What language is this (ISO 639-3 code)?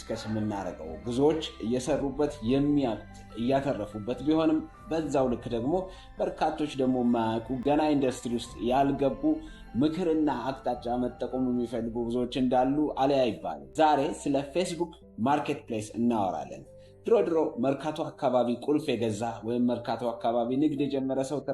amh